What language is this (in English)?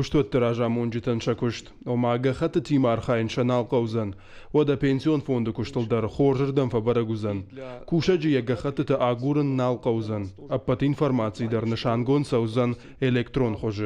Ossetic